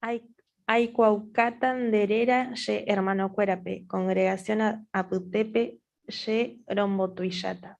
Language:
Guarani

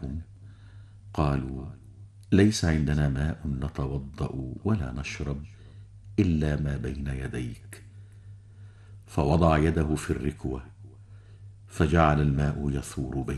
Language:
Arabic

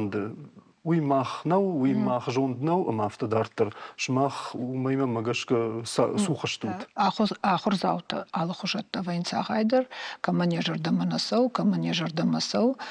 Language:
Ossetic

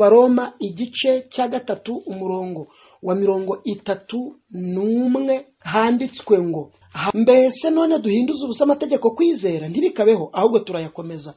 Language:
Kinyarwanda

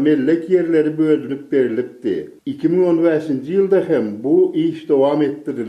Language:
Turkmen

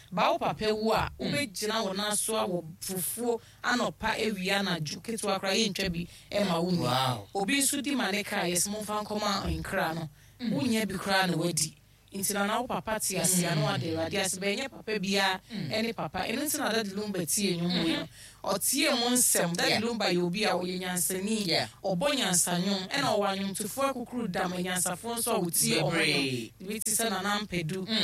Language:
Akan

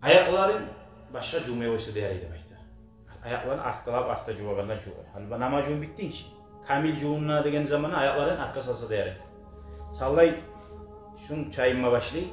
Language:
Kumyk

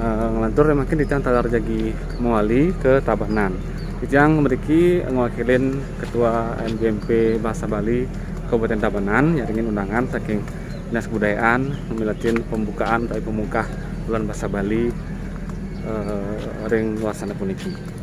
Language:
Balinese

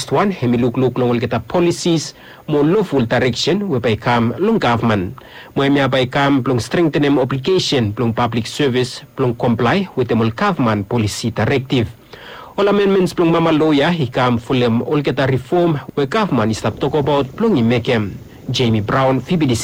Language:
Bislama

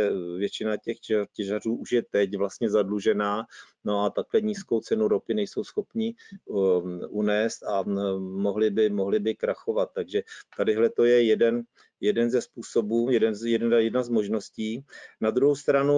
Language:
Czech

